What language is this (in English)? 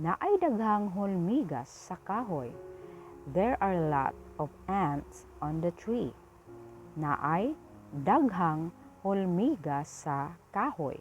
Cebuano